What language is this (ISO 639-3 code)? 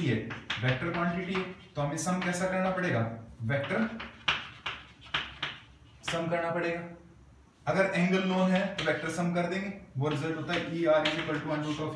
hin